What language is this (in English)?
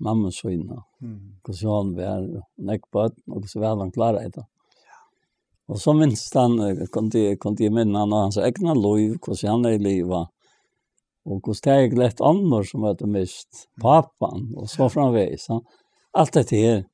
Faroese